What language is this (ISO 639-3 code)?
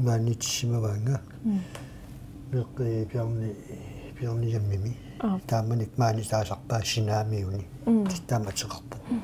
kal